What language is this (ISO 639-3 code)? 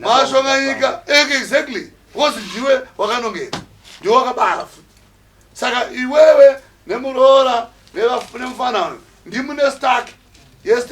sna